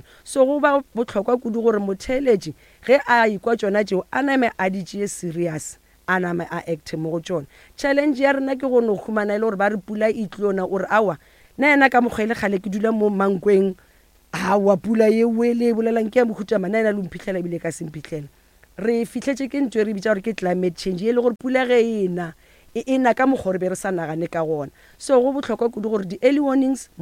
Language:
Northern Sotho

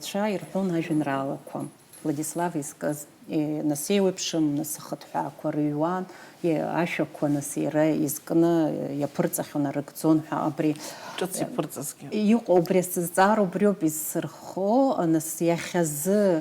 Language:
Abkhazian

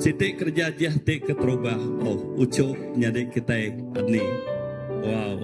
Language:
Iban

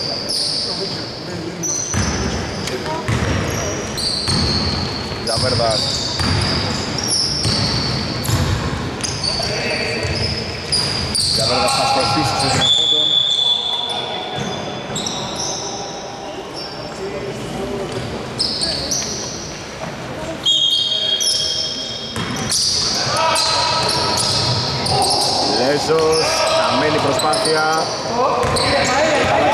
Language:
Greek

